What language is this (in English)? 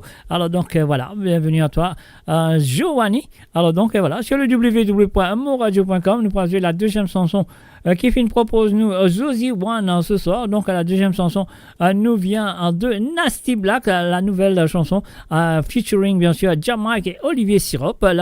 Morisyen